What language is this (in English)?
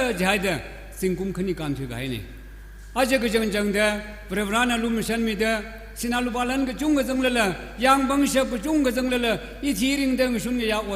Tangkhul Naga (India)